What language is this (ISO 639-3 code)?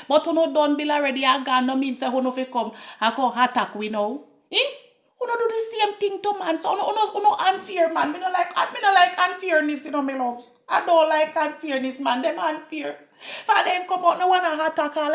jam